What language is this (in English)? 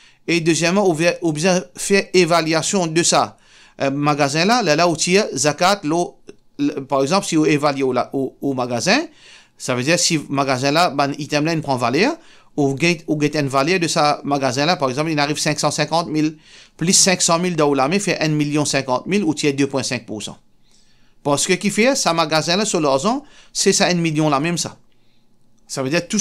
Morisyen